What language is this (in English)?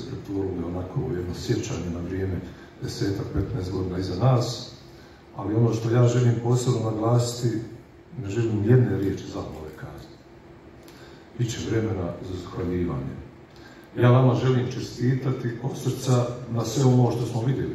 Croatian